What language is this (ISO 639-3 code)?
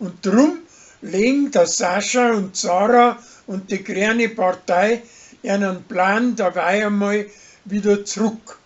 bar